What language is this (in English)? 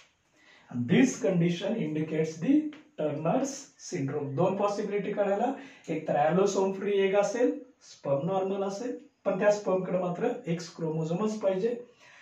Marathi